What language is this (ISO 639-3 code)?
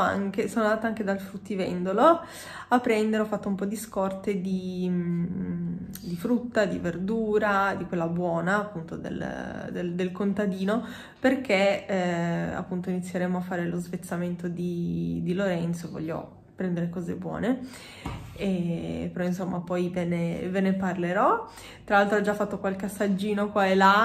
ita